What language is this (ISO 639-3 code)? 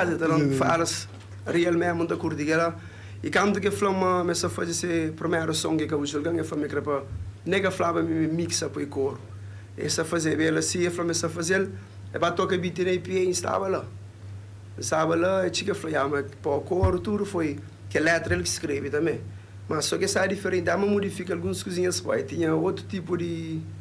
kea